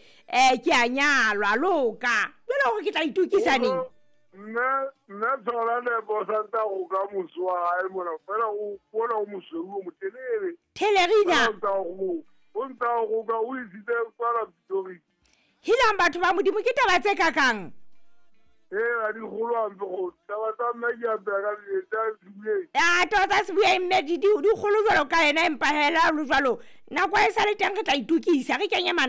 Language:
Southern Sotho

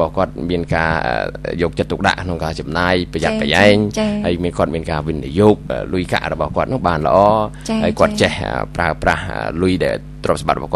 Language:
Khmer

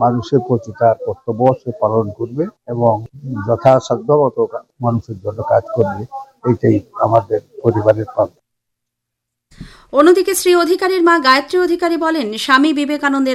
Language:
Bangla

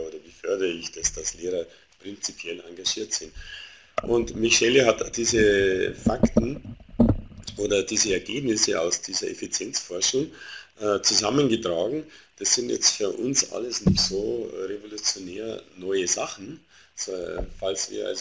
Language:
German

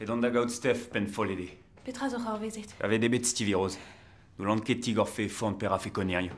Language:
Breton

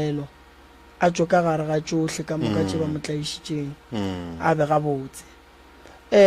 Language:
Northern Sotho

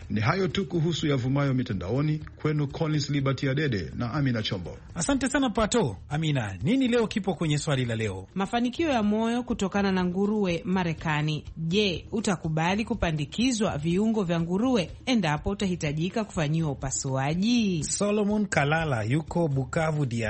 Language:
Swahili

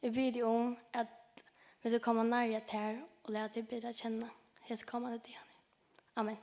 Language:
Faroese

